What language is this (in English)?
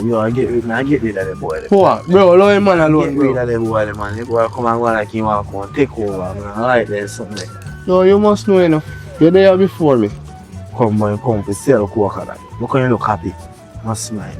Jamaican Creole English